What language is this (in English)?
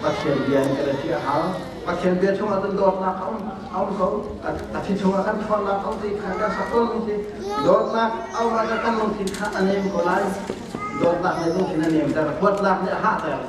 Hakha Chin